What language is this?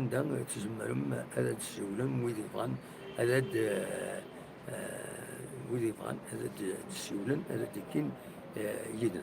Kabyle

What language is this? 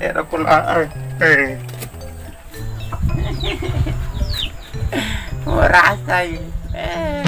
Duri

